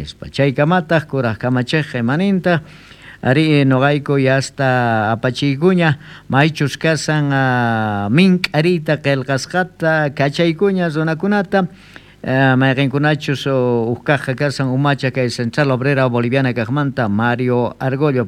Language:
South Bolivian Quechua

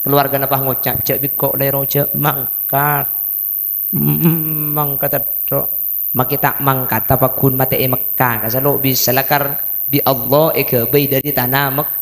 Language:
Madurese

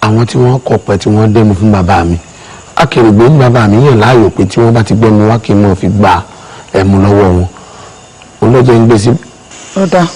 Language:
Yoruba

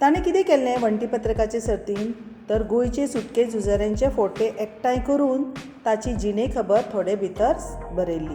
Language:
Konkani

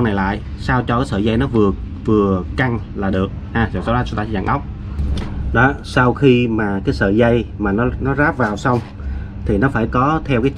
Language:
Vietnamese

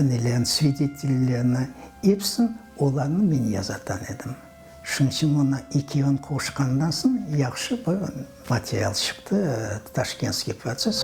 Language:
Crimean Tatar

